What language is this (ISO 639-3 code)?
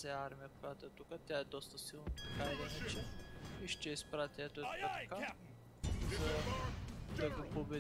bul